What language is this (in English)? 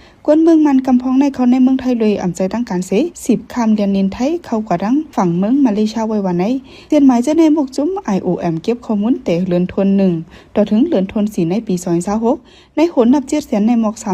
Shan